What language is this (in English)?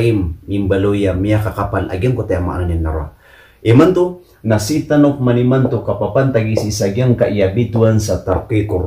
Maranao